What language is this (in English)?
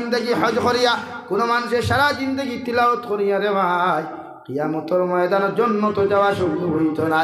Sylheti